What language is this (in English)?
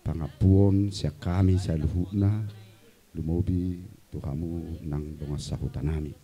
Batak Toba